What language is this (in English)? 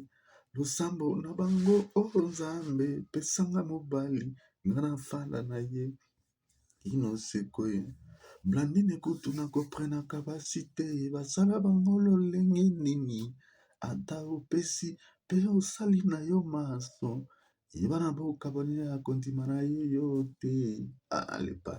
Lingala